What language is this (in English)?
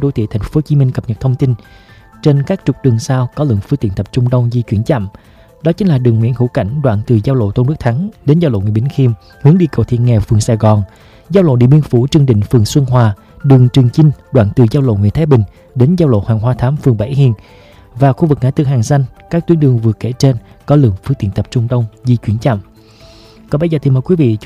Vietnamese